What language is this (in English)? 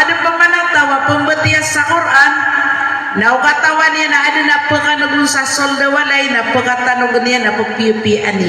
Maranao